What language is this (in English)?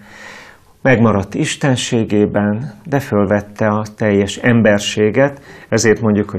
Hungarian